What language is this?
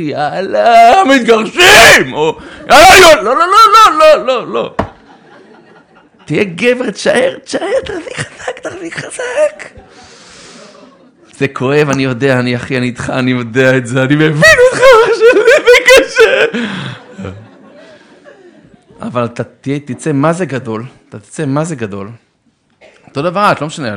Hebrew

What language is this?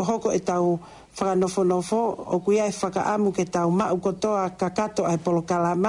Tongan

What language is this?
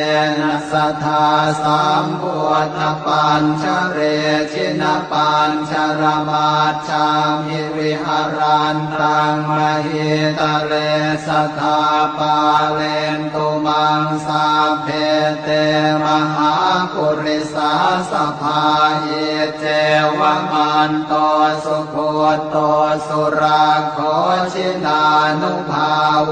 Pali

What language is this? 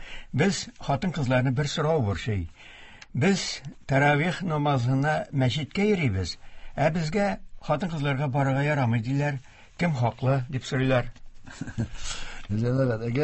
Tatar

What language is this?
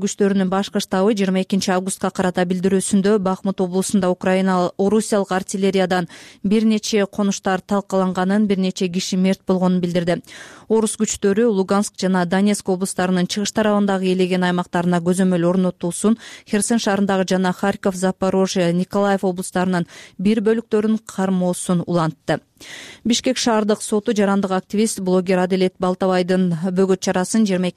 Kyrgyz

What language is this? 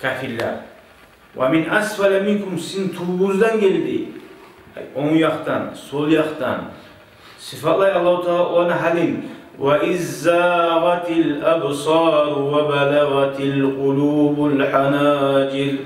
Kumyk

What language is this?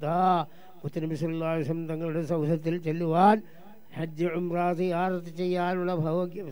Malayalam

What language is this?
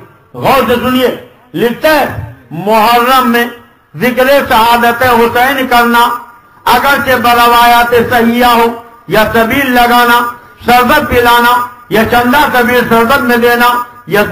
Urdu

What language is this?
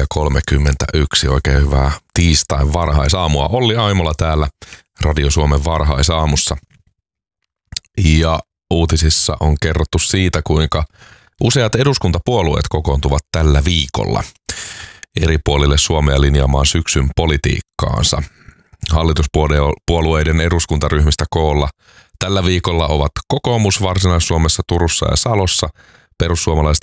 Finnish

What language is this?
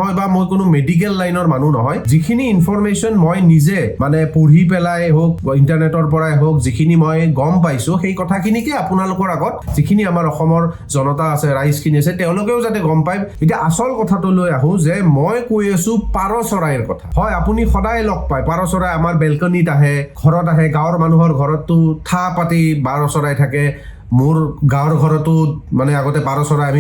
Assamese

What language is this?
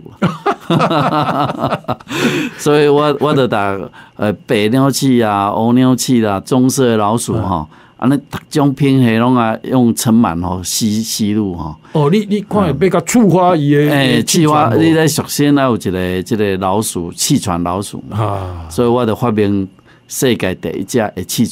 Min Nan Chinese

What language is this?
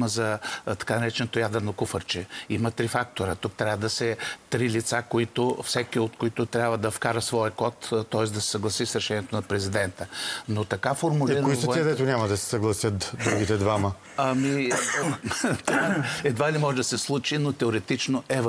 Bulgarian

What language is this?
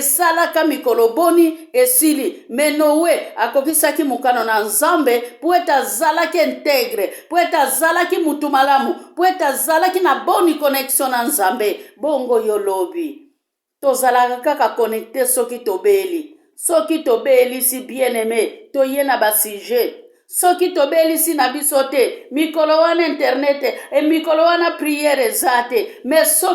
Lingala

